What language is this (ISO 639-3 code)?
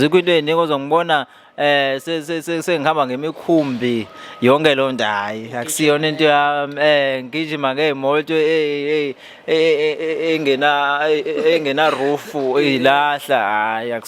zul